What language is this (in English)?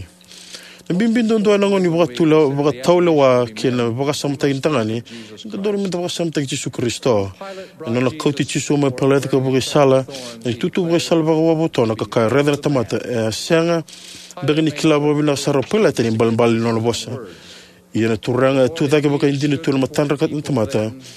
Fijian